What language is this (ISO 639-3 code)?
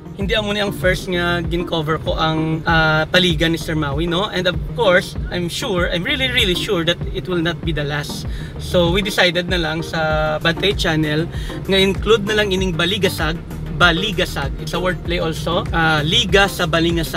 hil